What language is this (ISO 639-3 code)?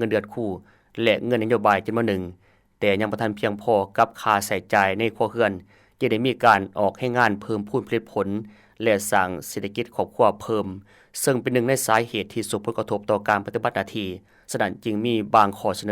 lao